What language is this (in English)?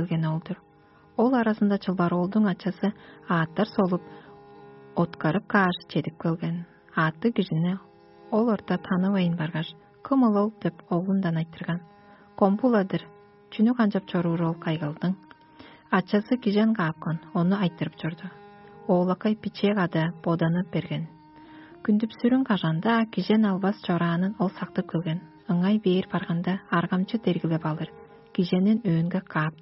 Tuvinian